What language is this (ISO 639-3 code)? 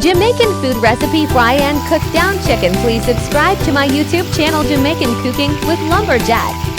jam